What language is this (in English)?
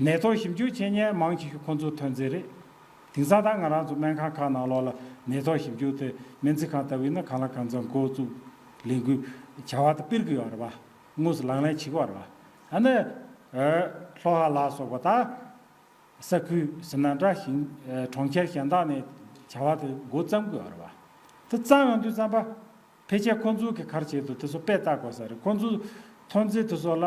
Tibetan